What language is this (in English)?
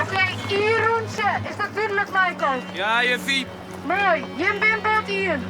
Western Frisian